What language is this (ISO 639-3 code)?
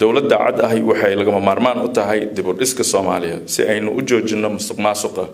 som